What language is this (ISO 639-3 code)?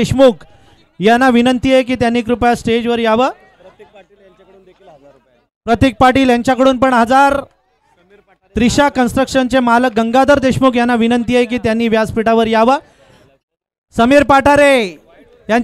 mar